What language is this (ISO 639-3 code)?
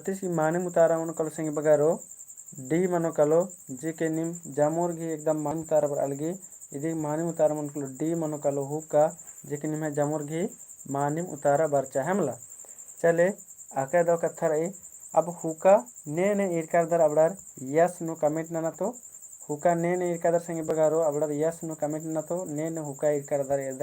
kru